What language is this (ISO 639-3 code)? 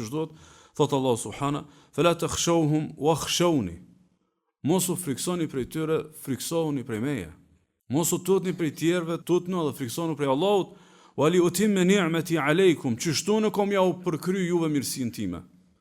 sqi